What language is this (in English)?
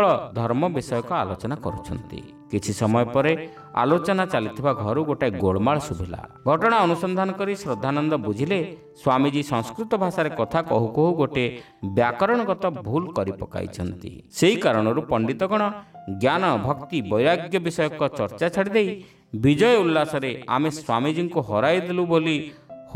Odia